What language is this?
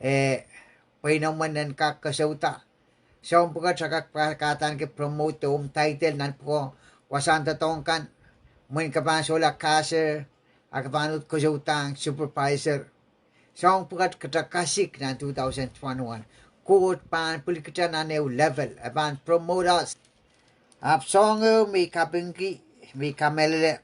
Pohnpeian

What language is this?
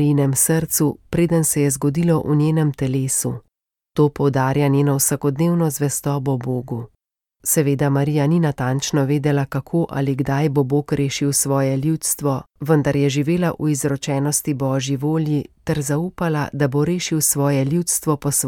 Slovenian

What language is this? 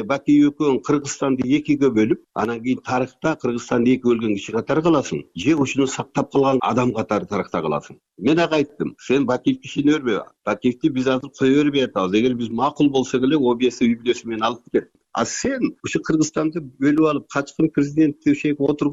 Kyrgyz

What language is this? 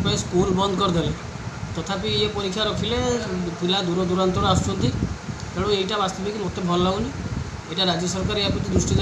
Odia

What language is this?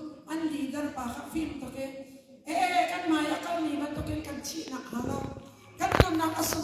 Hakha Chin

